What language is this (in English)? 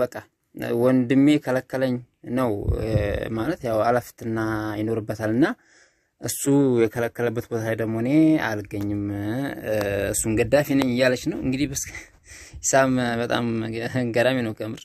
Amharic